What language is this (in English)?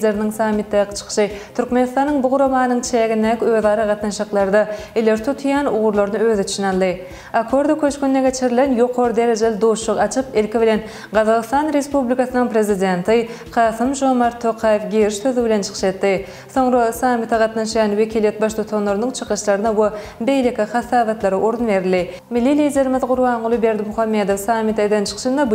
Turkmen